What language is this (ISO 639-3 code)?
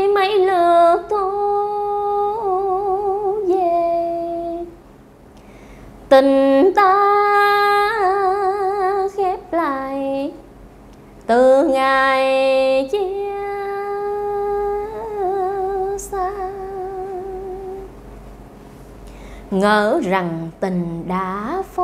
vie